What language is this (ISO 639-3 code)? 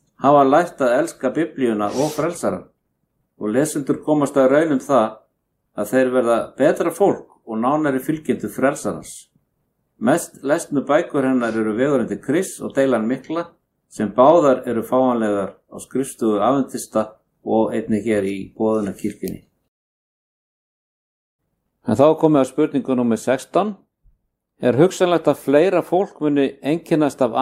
isl